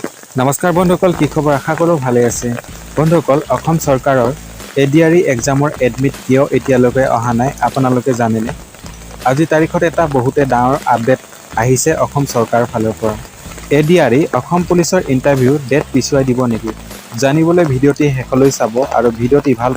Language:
Assamese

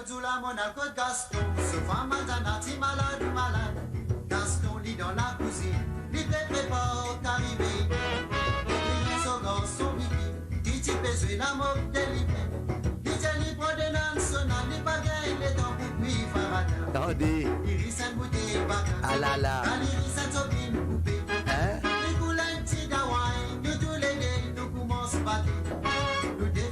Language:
Morisyen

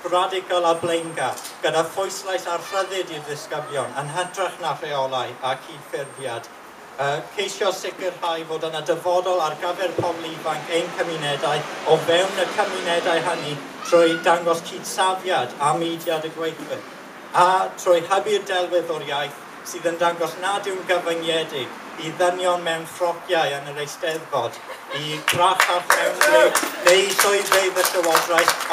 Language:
Welsh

